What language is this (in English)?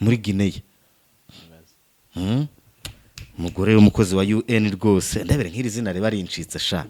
Kinyarwanda